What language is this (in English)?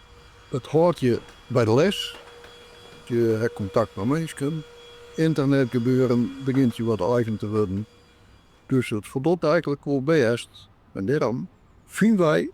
Western Frisian